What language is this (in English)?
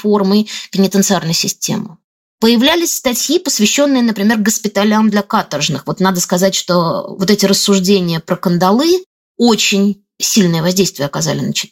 Russian